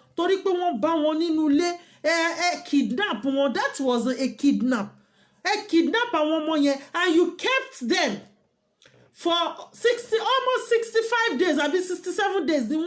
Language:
Yoruba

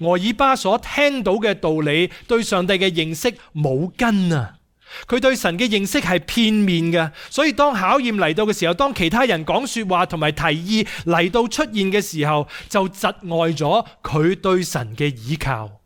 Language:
Cantonese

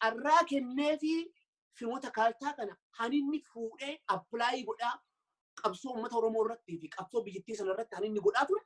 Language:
Oromo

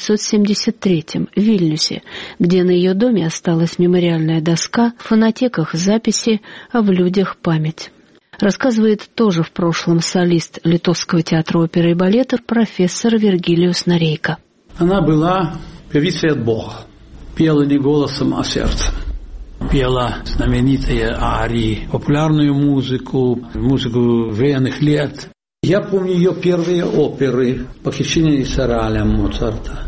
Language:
Russian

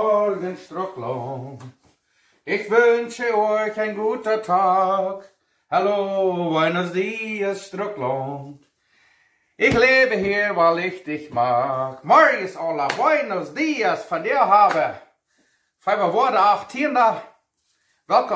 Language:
Plautdietsch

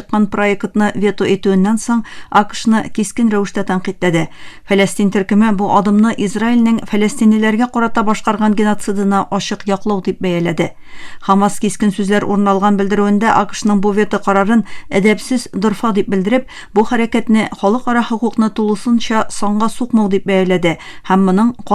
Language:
Tatar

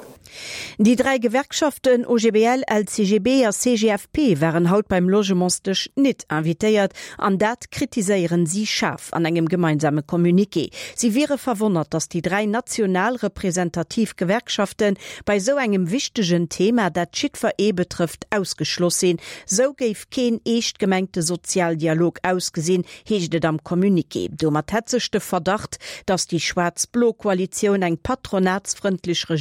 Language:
Luxembourgish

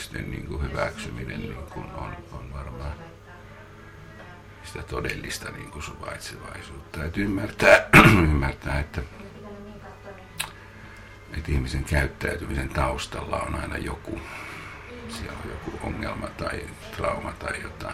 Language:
Finnish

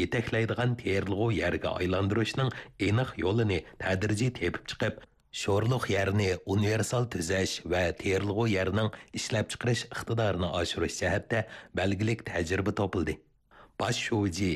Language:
Uyghur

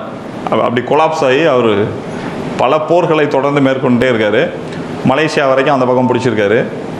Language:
Tamil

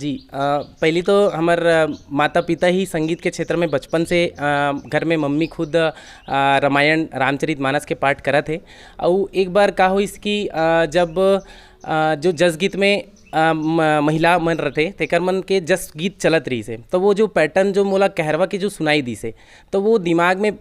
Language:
Chhattisgarhi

